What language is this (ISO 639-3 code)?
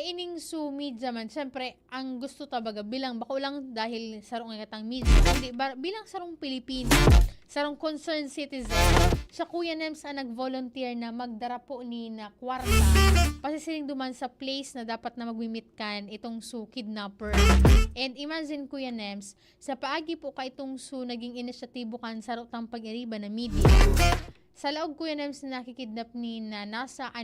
bik